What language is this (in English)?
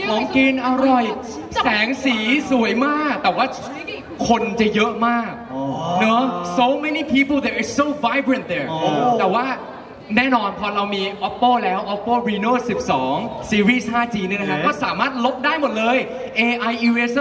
Thai